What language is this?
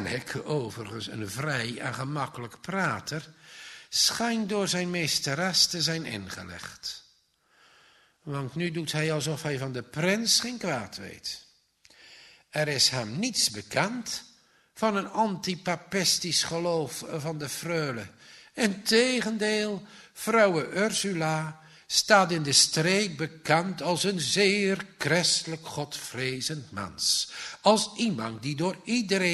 Dutch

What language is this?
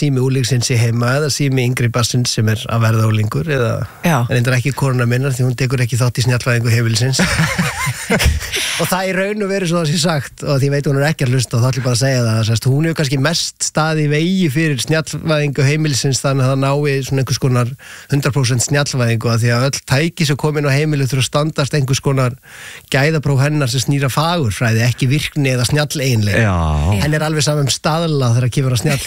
Icelandic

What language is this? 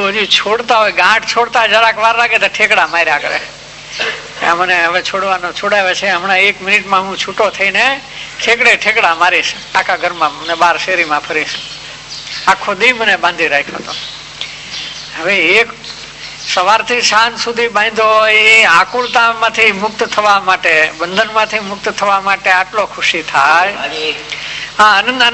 Gujarati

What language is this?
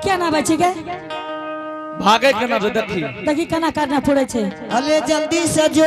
Angika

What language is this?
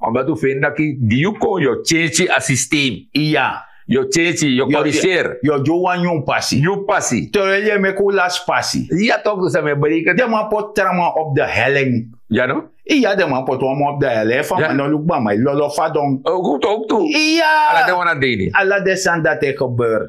Sranan Tongo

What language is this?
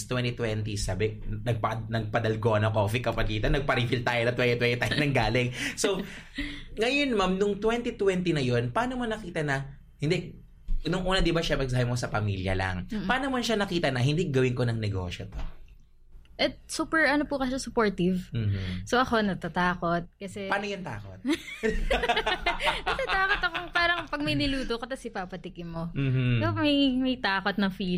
Filipino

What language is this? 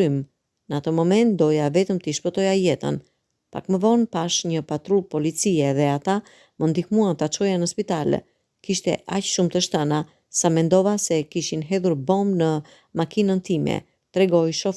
Albanian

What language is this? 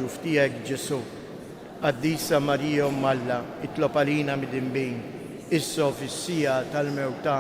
Maltese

